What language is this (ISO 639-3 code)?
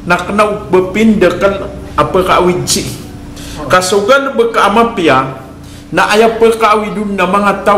mrw